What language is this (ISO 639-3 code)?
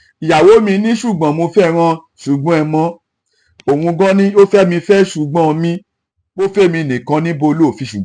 yor